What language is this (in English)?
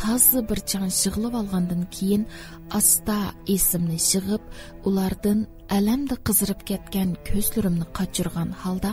Uyghur